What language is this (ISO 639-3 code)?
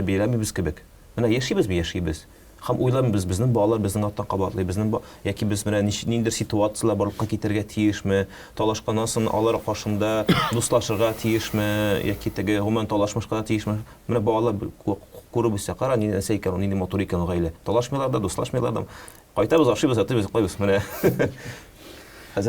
tat